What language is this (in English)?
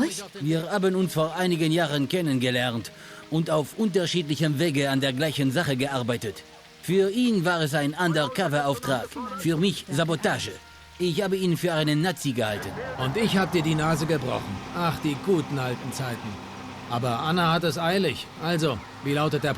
Bavarian